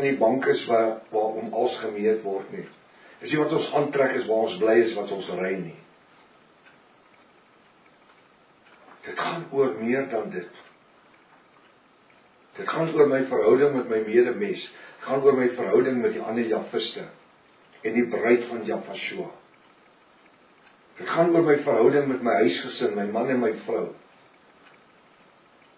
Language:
Afrikaans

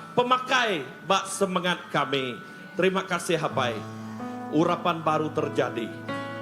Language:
Iban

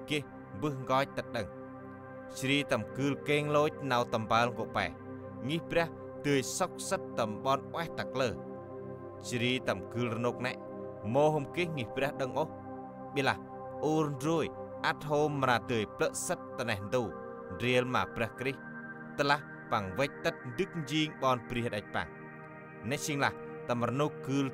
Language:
Central Mnong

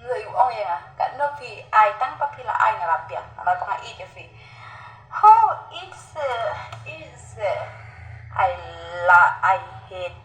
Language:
Khasi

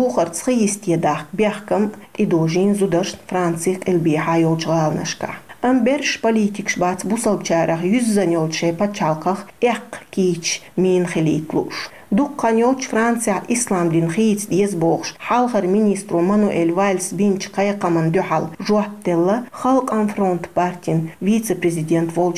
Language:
Chechen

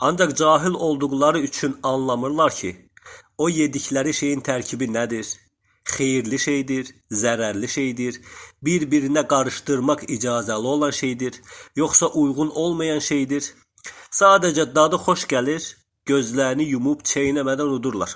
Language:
Azerbaijani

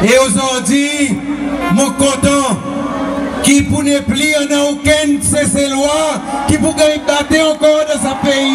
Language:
Seselwa Creole French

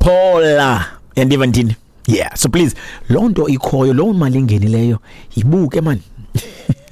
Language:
Xhosa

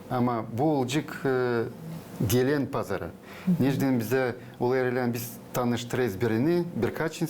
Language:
Gagauz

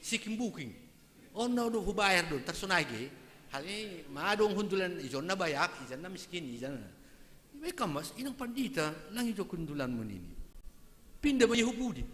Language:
Batak Simalungun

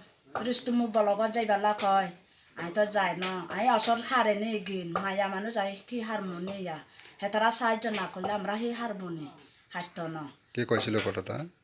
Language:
Kok Borok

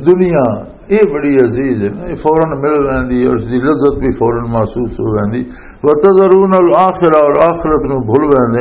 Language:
Western Panjabi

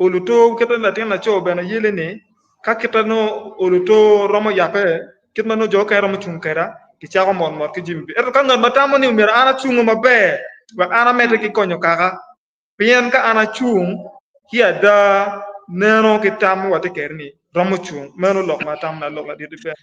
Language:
Acoli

